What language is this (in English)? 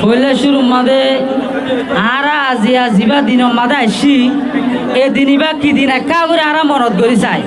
Rohingya